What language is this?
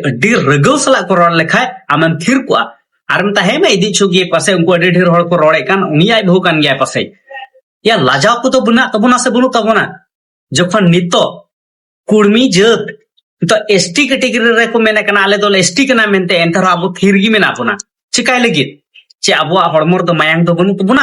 Santali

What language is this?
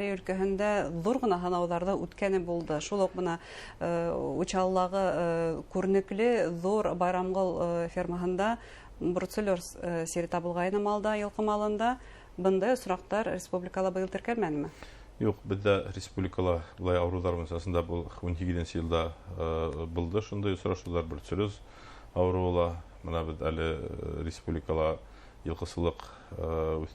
Bashkir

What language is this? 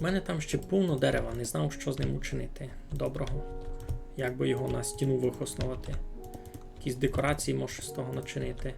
Rusyn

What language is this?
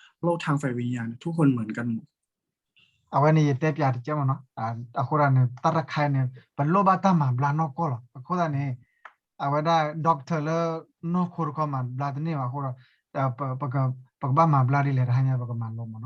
S'gaw Karen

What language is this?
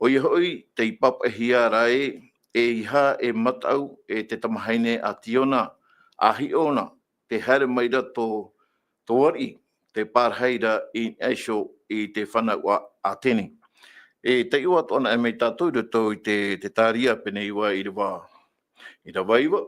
Tahitian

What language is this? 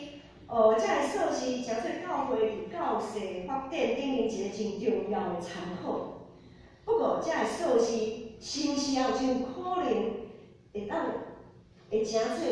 Min Nan Chinese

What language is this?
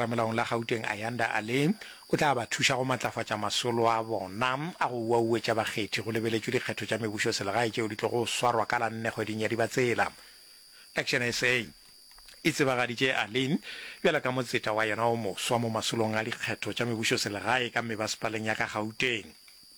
Northern Sotho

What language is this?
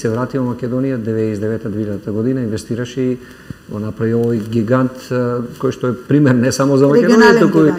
Macedonian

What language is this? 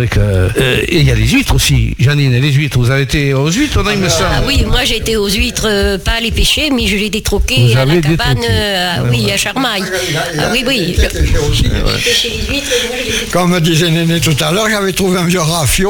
French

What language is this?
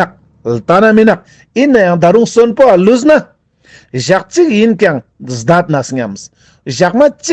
Ladakhi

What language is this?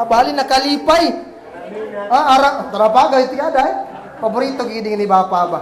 Kagan Kalagan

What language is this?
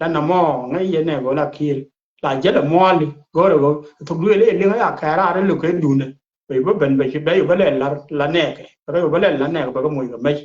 Nuer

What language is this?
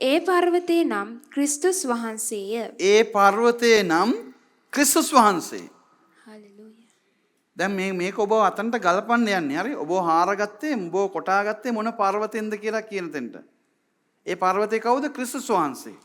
Sinhala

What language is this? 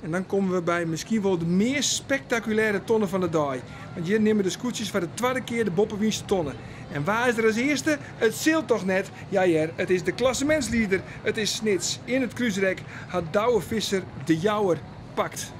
Western Frisian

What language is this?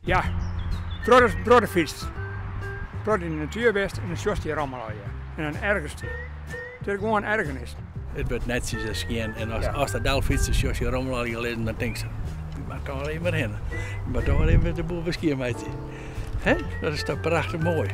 Western Frisian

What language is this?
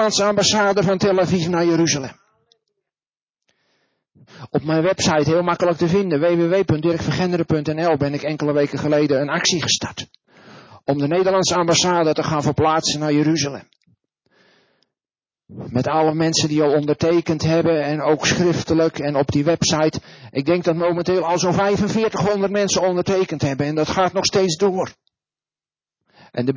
Dutch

